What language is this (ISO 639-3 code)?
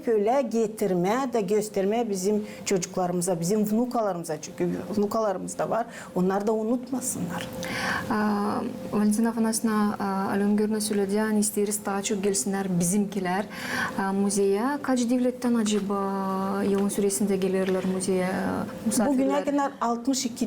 gag